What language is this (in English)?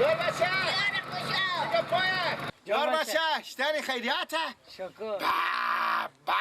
Persian